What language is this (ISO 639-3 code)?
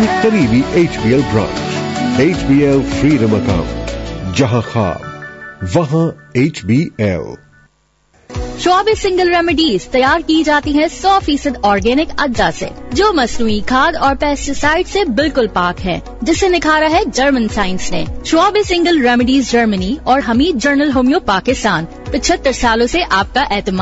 urd